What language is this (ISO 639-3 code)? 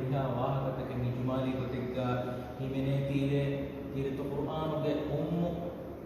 div